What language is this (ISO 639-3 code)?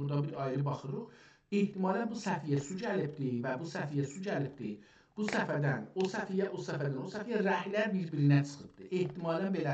azb